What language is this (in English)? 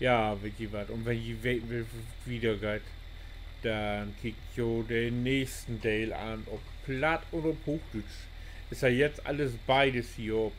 Low German